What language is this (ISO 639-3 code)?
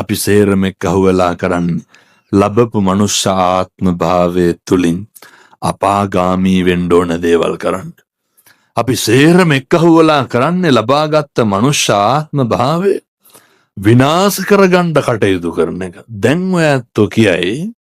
sin